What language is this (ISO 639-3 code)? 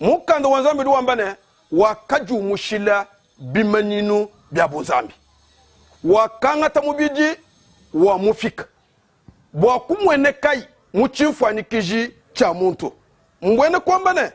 lua